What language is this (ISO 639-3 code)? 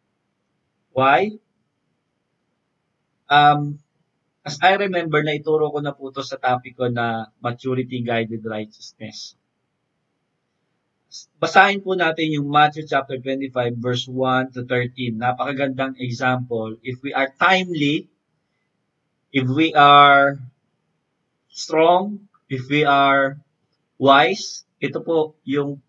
fil